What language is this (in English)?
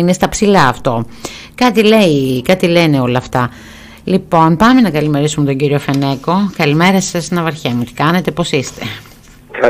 Greek